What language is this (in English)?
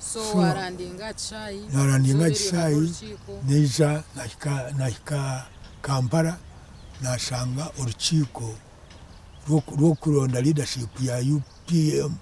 Nyankole